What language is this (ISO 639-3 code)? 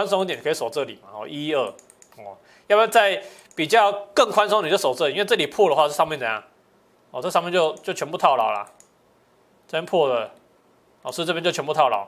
zho